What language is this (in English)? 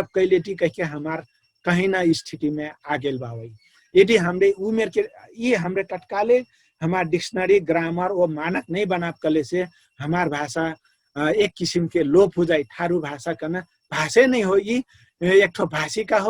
Dangaura Tharu